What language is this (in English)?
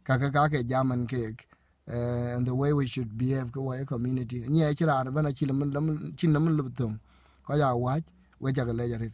Dinka